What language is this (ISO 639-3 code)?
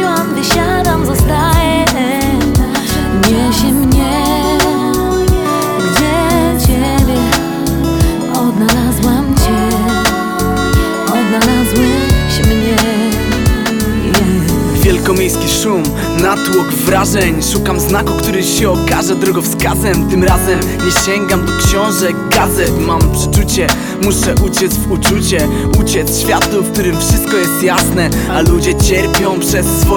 pol